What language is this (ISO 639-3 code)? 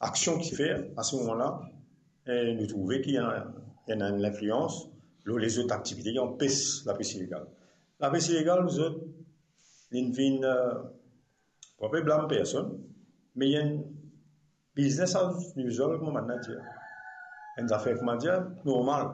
mfe